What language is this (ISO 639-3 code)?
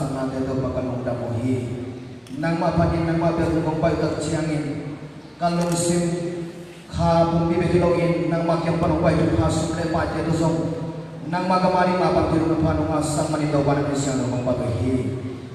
ctd